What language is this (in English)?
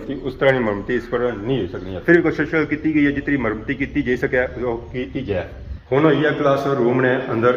Pahari-Potwari